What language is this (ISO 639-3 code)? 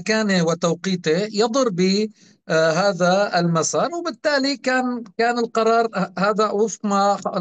apc